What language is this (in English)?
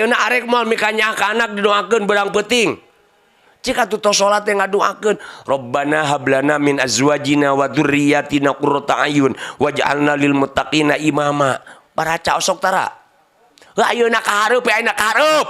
Sundanese